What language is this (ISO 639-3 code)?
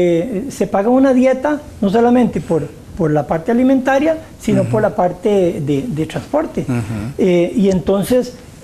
spa